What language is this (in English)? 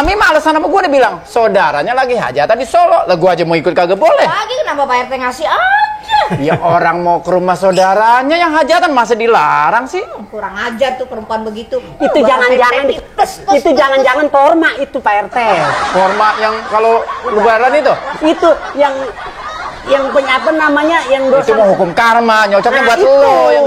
Betawi